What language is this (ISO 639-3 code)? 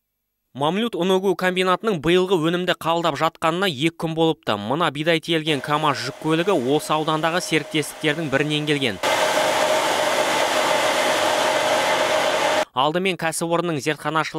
kaz